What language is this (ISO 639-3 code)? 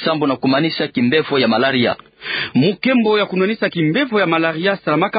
ktu